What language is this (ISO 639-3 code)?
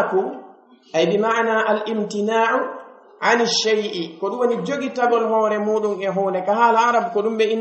fuf